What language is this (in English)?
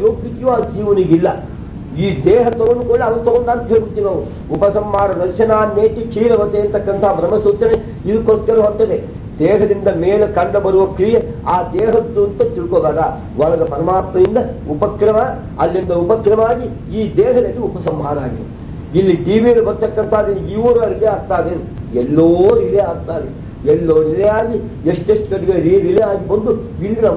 Kannada